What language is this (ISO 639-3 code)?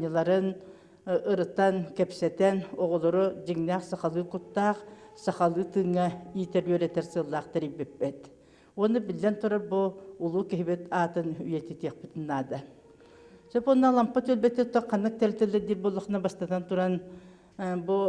sah